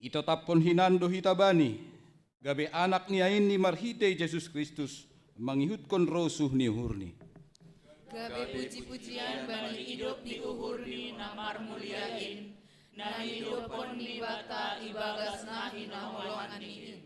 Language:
Batak Simalungun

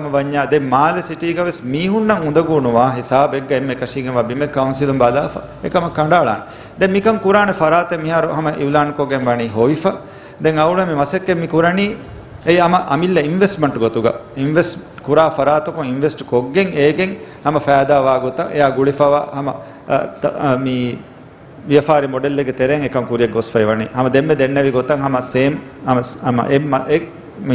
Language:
Divehi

